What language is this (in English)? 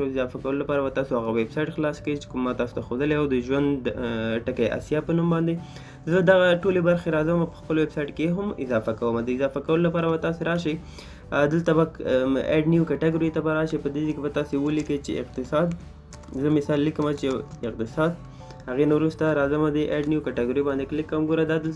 Pashto